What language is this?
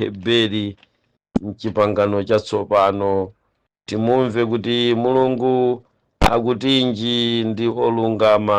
Nyanja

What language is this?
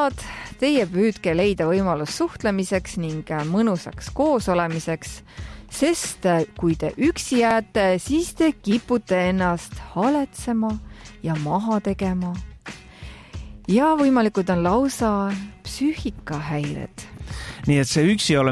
Estonian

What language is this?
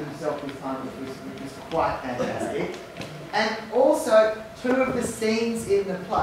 English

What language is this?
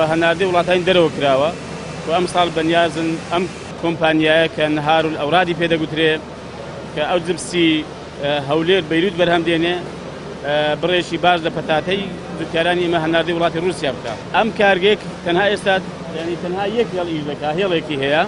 Central Kurdish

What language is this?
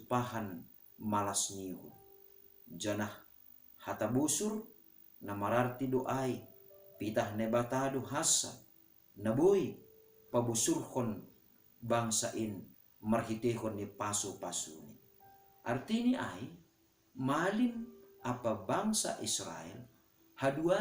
Batak Simalungun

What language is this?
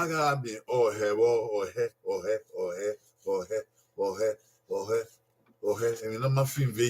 Bini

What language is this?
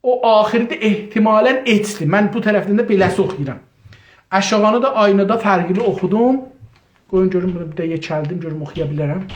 South Azerbaijani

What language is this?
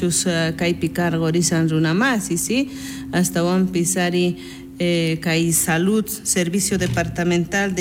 South Bolivian Quechua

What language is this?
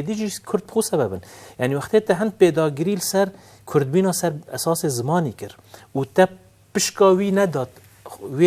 Kurdish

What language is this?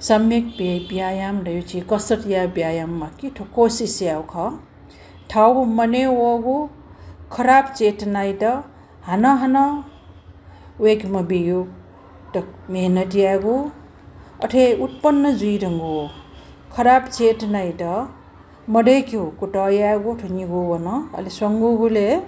Newari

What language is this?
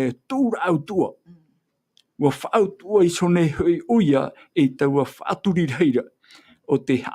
Tahitian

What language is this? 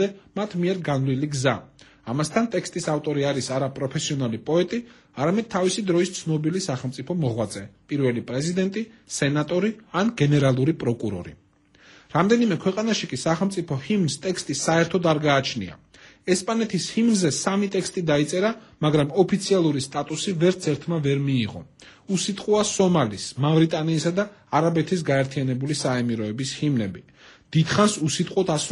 Georgian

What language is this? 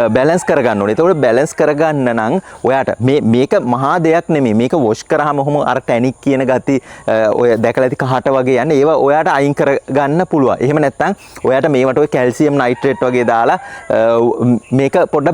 Sinhala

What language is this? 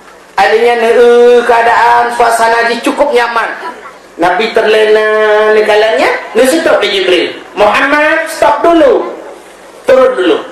Achinese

